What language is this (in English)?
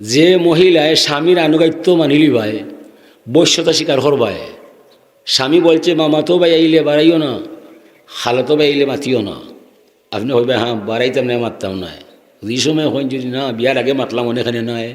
Sylheti